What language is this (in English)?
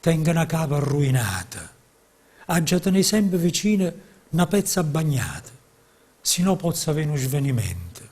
Neapolitan